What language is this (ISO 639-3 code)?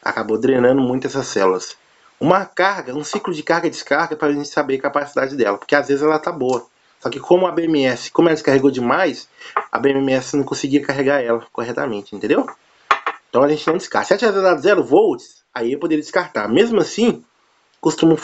por